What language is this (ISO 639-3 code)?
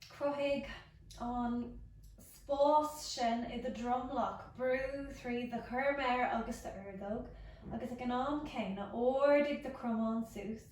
gle